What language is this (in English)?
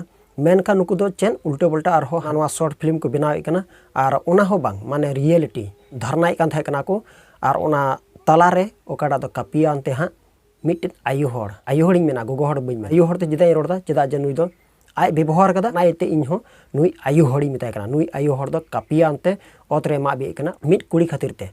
Santali